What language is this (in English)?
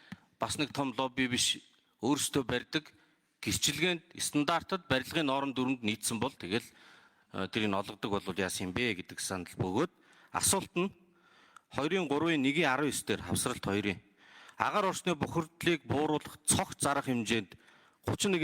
Mongolian